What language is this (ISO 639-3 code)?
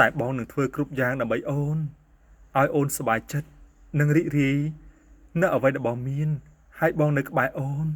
khm